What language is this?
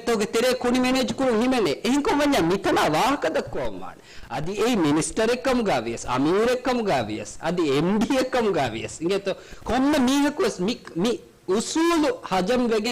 Divehi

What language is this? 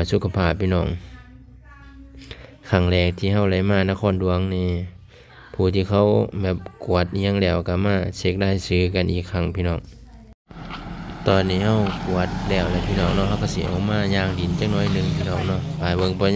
Lao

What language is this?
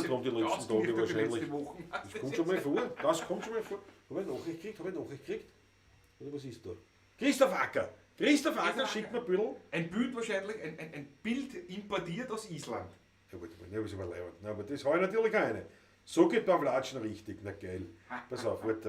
Bavarian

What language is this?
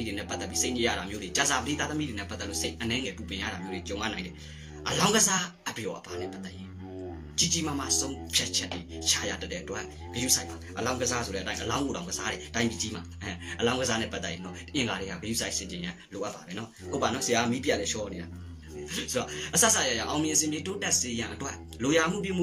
Burmese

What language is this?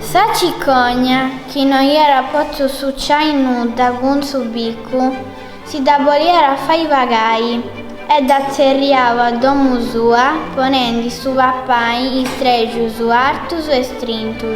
Sardinian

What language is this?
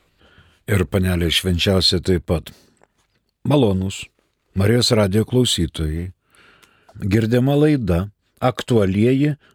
Lithuanian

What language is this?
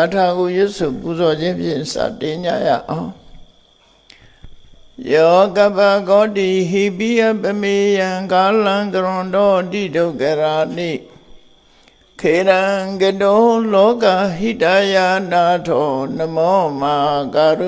Burmese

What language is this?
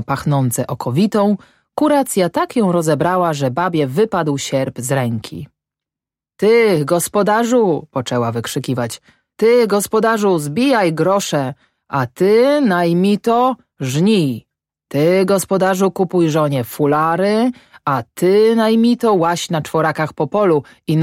Polish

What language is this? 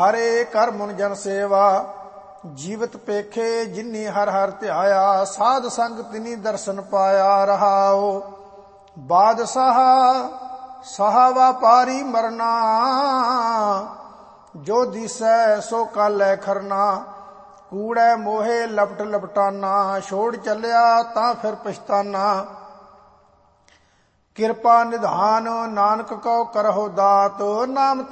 Punjabi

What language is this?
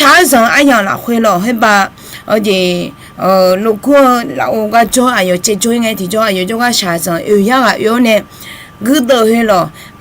Akha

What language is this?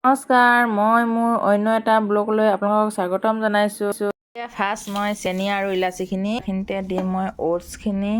Assamese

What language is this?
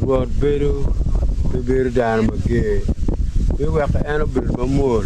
Acoli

